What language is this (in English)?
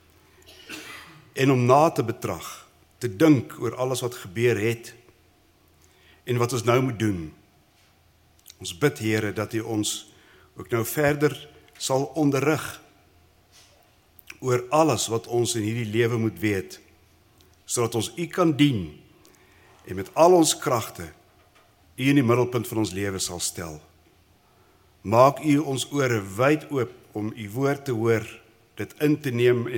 Afrikaans